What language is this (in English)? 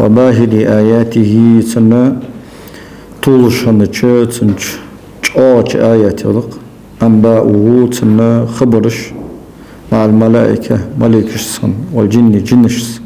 Ingush